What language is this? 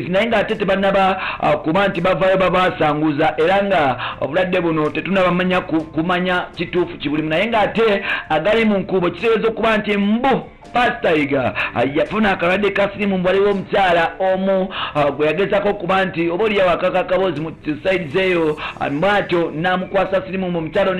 Ganda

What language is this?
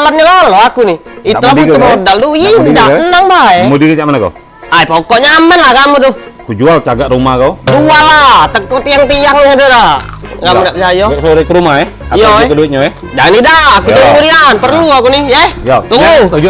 Musi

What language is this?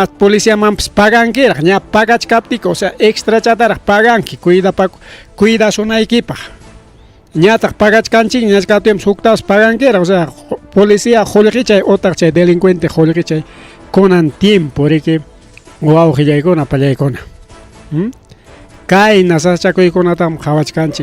Ayacucho Quechua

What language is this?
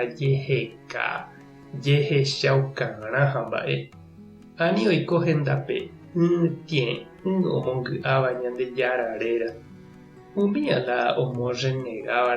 Guarani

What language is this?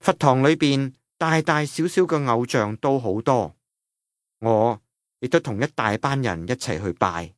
Cantonese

